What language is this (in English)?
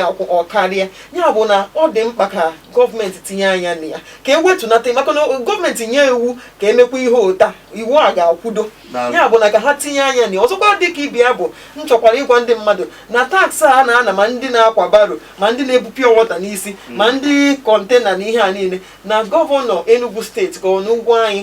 Igbo